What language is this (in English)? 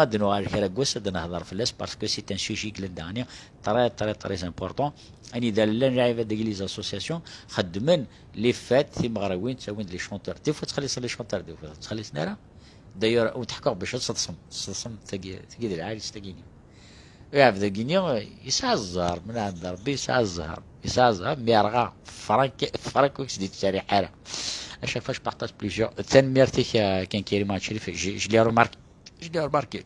Kabyle